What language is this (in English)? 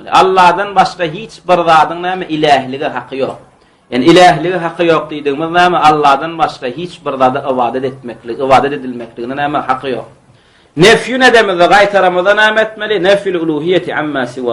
Turkmen